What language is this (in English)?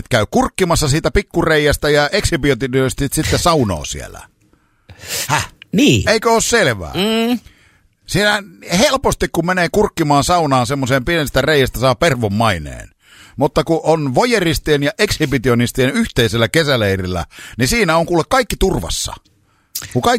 Finnish